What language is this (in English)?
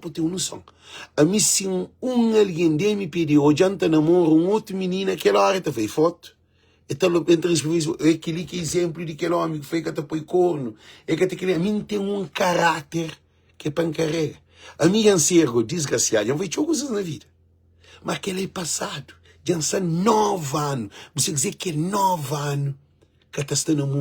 Kabuverdianu